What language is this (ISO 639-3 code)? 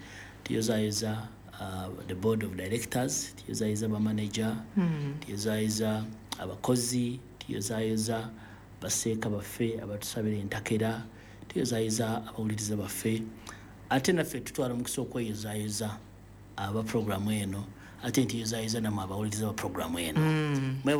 lug